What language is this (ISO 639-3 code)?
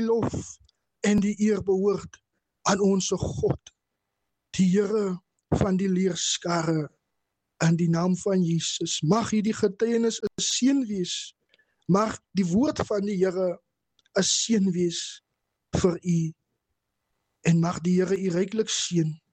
afr